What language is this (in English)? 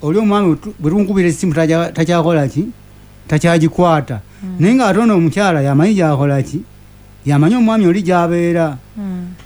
Ganda